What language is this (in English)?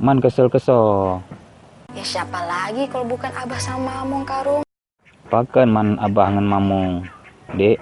Achinese